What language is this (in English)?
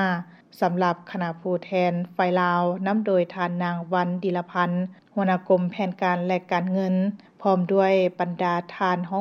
Lao